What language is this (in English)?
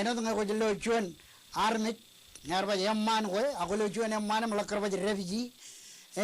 Marshallese